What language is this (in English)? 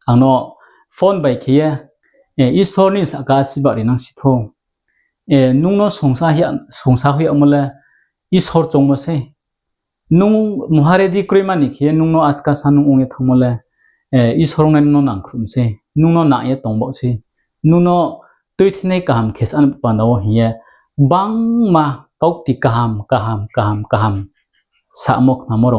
Riang (India)